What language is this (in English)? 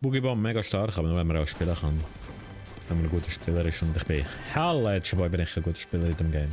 Swiss German